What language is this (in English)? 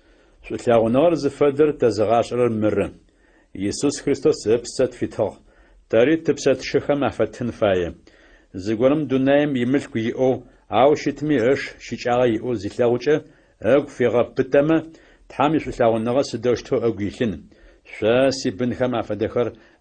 Adyghe